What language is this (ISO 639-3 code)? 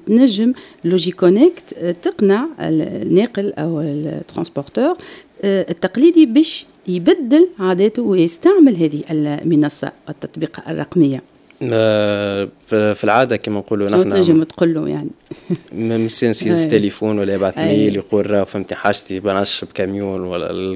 aeb